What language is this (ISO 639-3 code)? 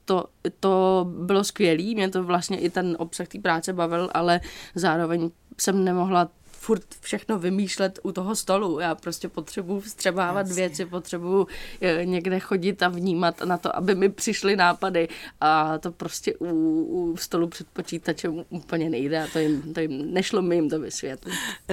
ces